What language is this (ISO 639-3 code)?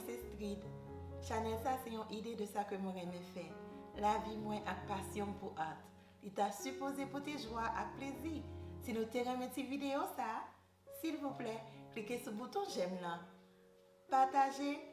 hat